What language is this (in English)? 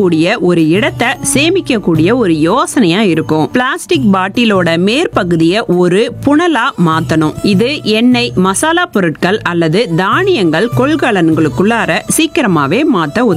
Tamil